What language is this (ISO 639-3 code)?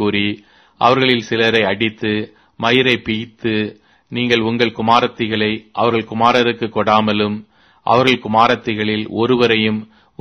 tam